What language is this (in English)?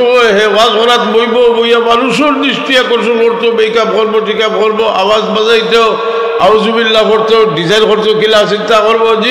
Sylheti